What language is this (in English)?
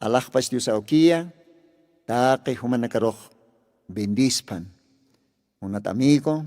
Aymara